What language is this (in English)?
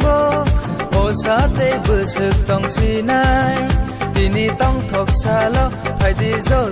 Kok Borok